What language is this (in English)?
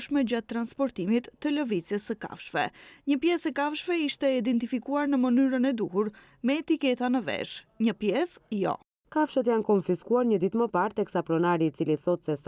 Albanian